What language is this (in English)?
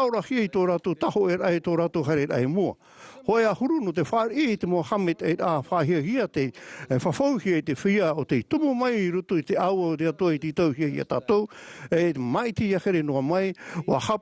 Tahitian